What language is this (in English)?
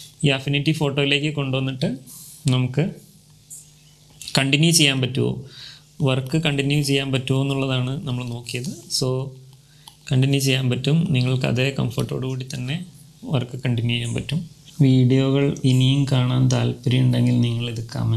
Malayalam